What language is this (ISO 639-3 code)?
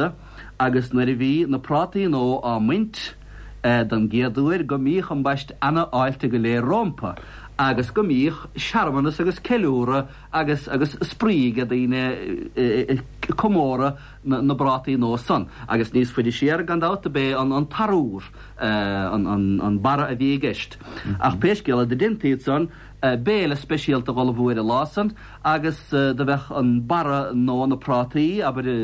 gle